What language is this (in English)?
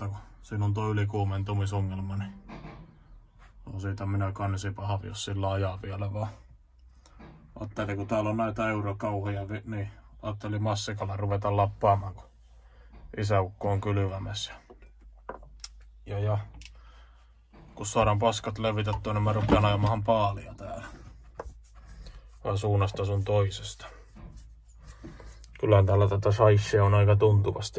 Finnish